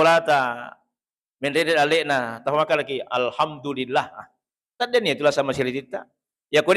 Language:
Buginese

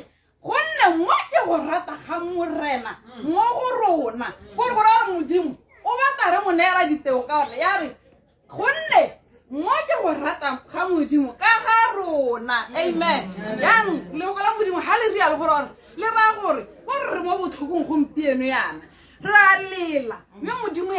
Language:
Tswana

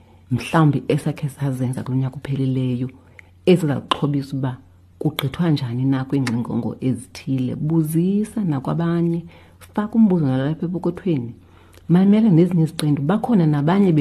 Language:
Xhosa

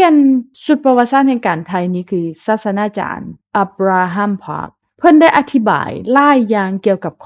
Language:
Lao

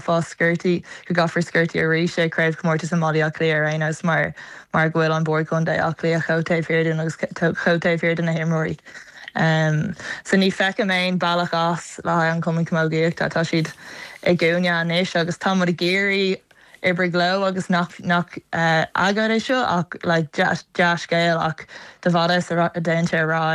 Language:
Irish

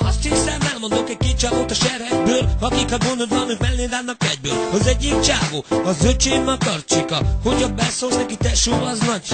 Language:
Hungarian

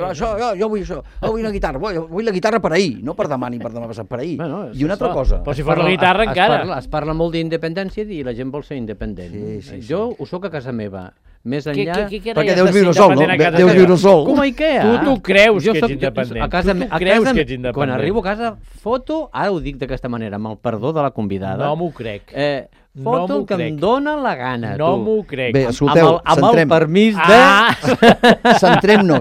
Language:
Catalan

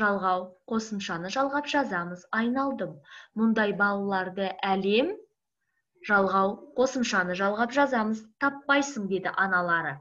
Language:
Kazakh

